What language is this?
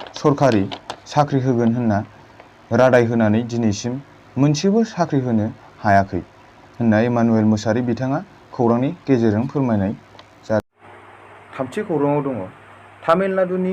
Bodo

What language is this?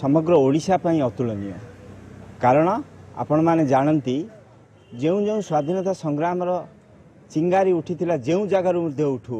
Odia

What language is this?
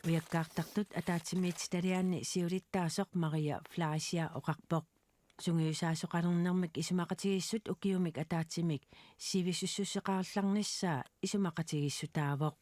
Kalaallisut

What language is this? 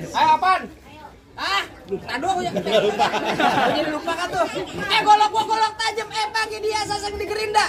Betawi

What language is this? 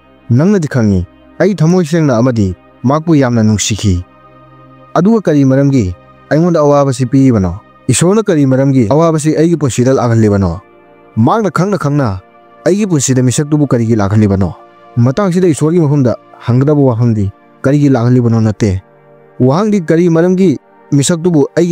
Manipuri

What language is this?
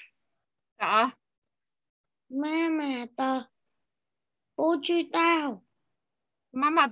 Chinese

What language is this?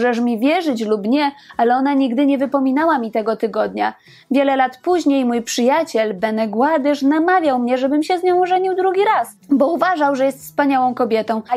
Polish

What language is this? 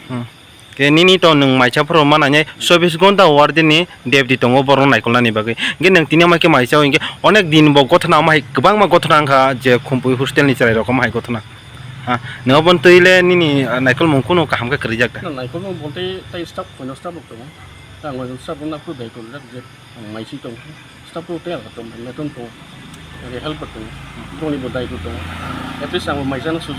Kok Borok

